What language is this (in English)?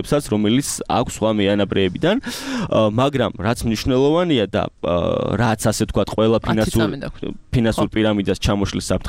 Georgian